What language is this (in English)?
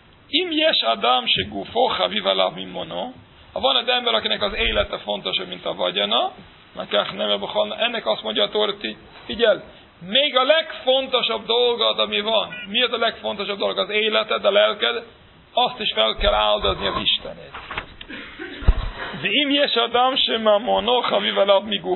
Hungarian